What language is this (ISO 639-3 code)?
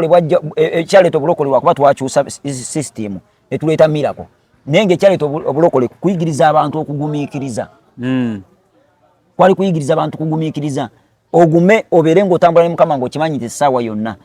lug